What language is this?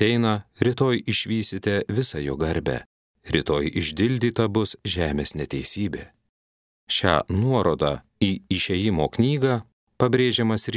Lithuanian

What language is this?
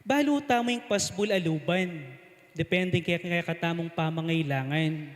Pampanga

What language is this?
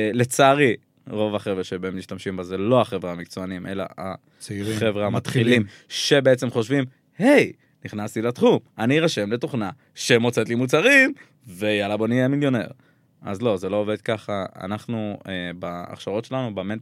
Hebrew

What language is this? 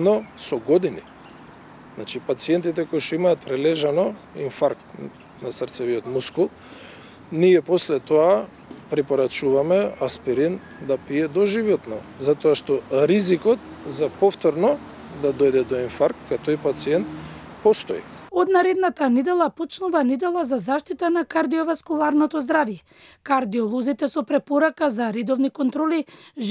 Macedonian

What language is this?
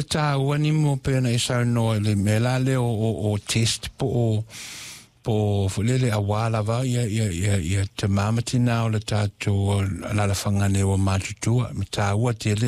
Samoan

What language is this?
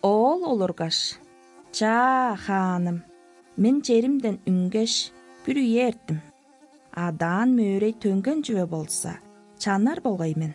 Tuvinian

